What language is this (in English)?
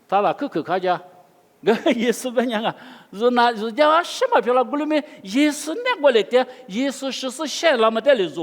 Lisu